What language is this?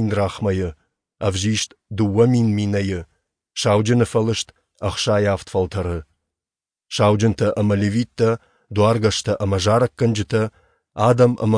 Ossetic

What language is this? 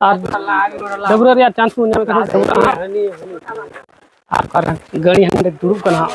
Santali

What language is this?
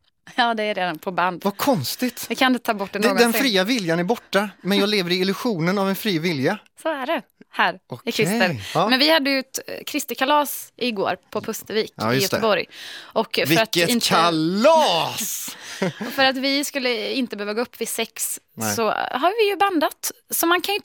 Swedish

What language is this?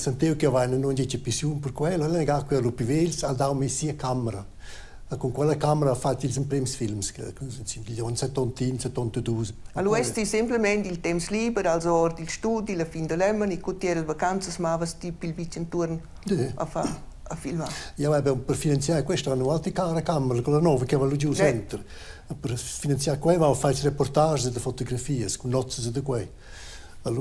Romansh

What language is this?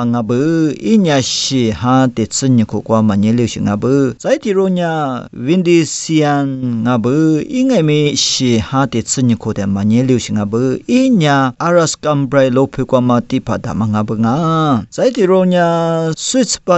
Lisu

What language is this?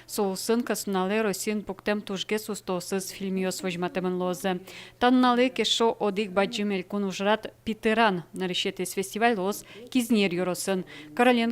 Udmurt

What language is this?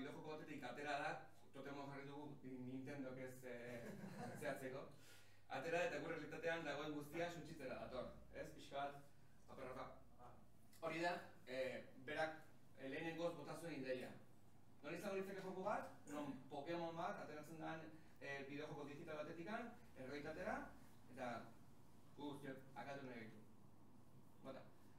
Basque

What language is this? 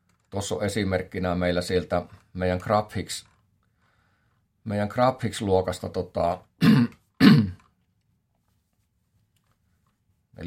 Finnish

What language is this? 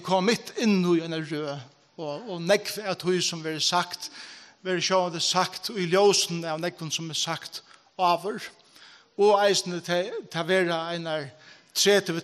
Faroese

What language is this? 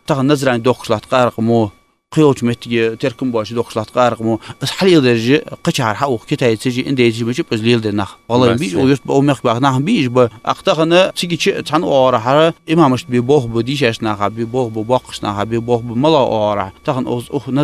Ingush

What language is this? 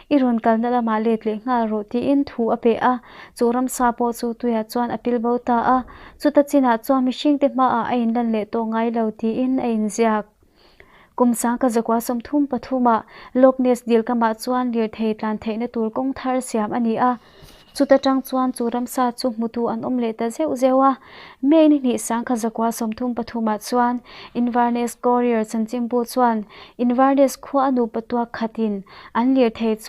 Mizo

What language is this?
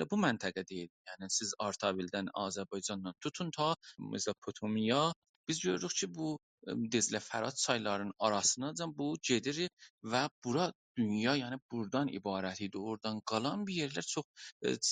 South Azerbaijani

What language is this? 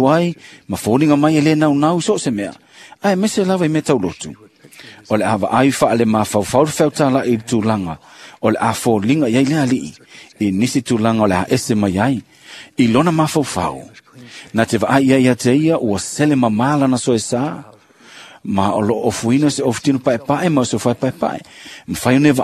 Samoan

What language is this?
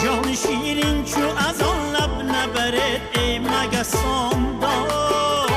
Tajik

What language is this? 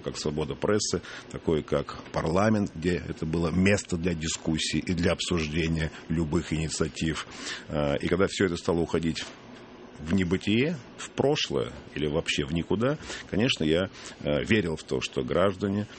Russian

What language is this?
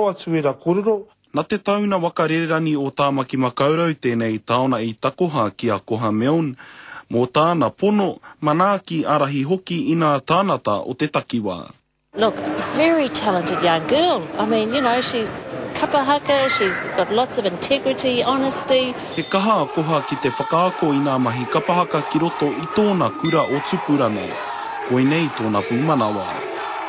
Māori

